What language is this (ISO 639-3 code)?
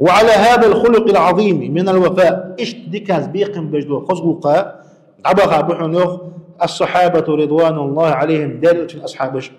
inh